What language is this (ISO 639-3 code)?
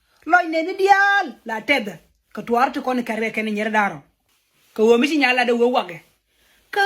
nus